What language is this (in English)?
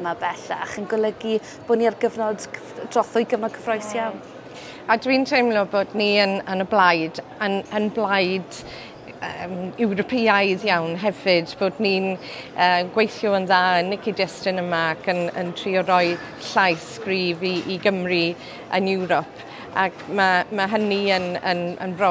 Welsh